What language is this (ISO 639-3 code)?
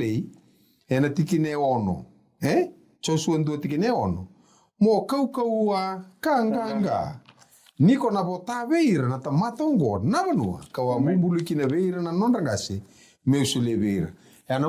fij